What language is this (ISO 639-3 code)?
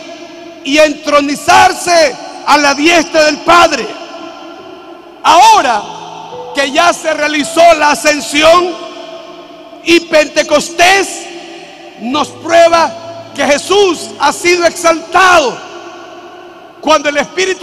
spa